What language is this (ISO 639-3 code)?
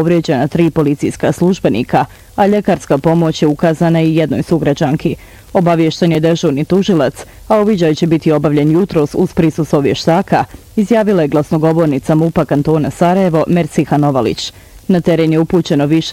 bos